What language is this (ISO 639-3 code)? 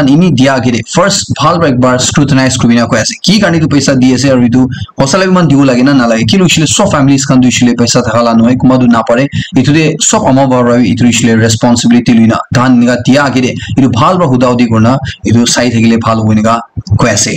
nag